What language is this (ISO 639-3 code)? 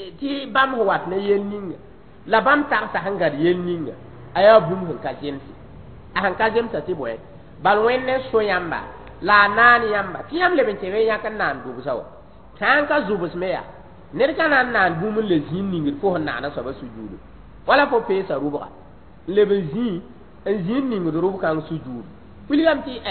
mos